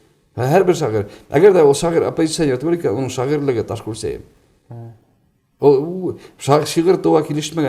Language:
Bashkir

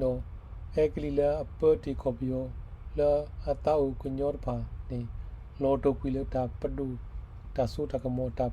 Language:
S'gaw Karen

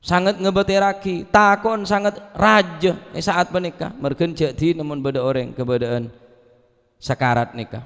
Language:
Madurese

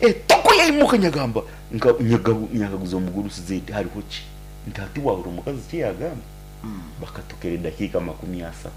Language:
Nyankole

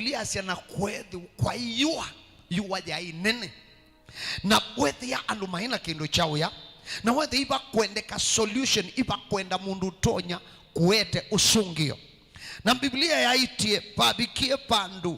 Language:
Kamba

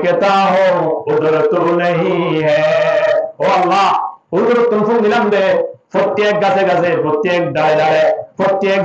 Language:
Rohingya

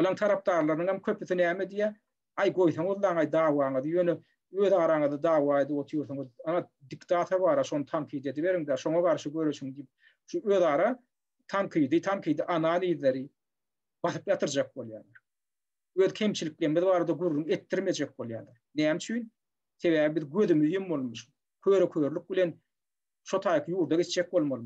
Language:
Turkmen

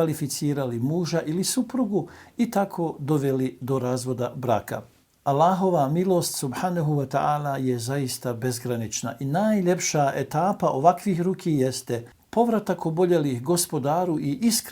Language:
Bosnian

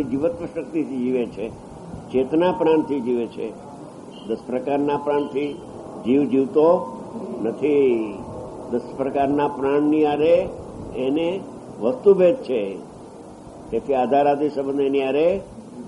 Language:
Gujarati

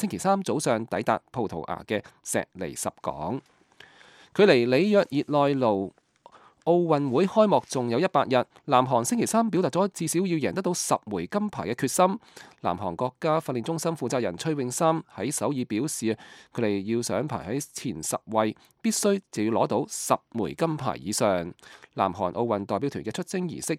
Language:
Cantonese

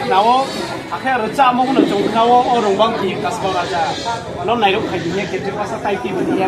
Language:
Riang (India)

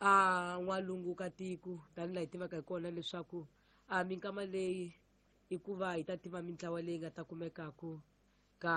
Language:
Tsonga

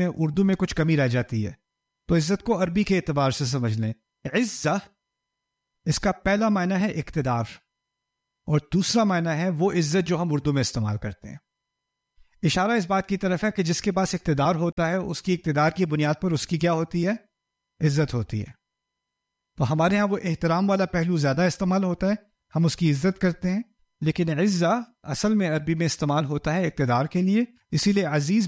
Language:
Urdu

